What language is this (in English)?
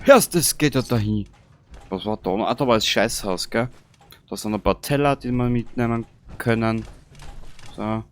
Bavarian